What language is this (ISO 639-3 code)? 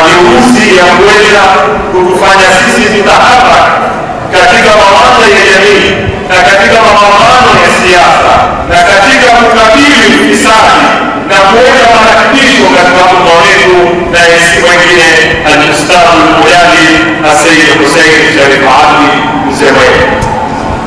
swa